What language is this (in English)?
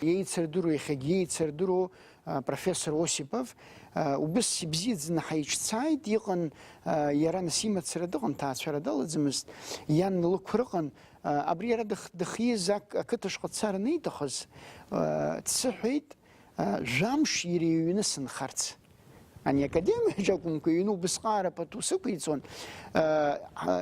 Abkhazian